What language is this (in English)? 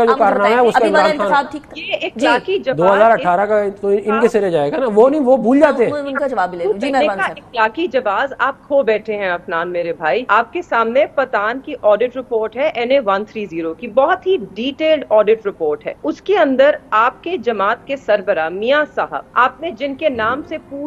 Urdu